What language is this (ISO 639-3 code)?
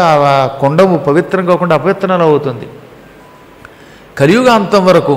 tel